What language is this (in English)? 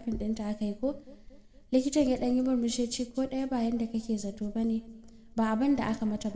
Hausa